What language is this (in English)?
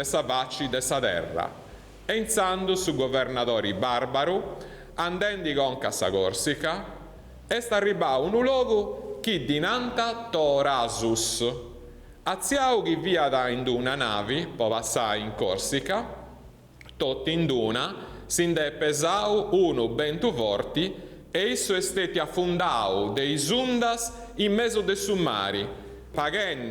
Sardinian